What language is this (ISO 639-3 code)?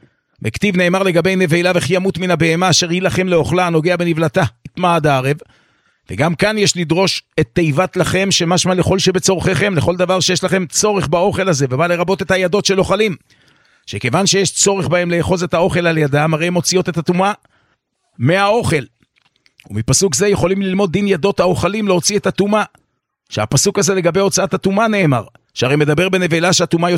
heb